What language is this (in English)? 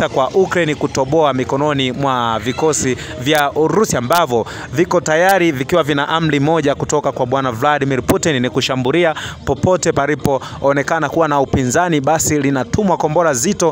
Swahili